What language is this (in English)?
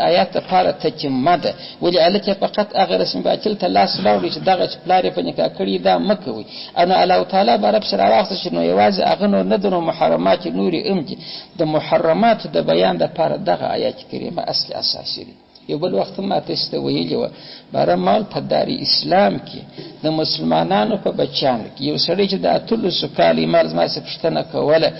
Pashto